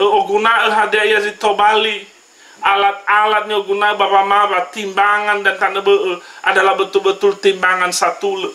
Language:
Nias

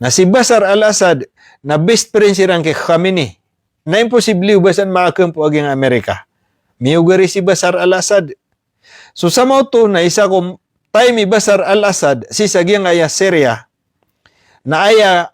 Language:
Maranao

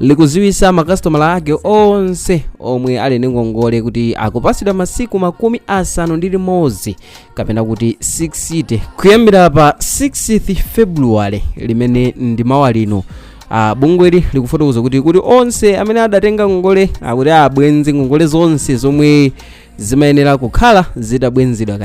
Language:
Nyanja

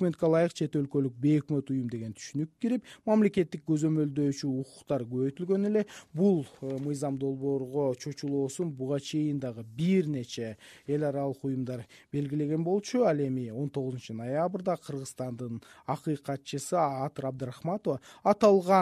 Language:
Kyrgyz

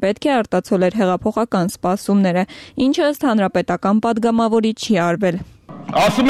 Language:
Armenian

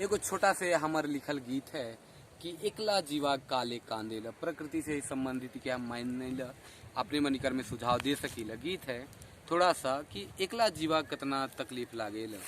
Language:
Sadri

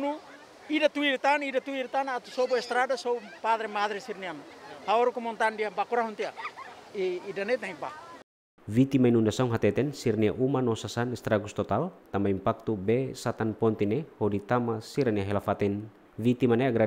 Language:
Tetum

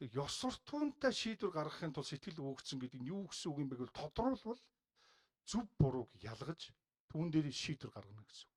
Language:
Mongolian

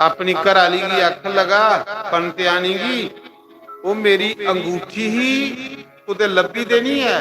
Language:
Dogri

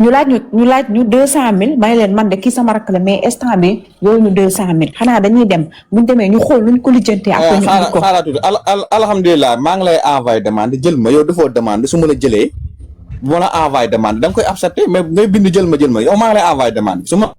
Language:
Wolof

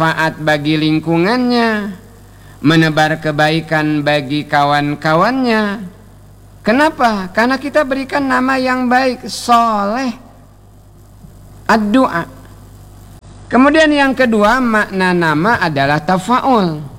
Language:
Indonesian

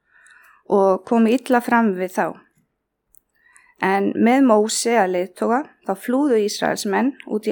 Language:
Icelandic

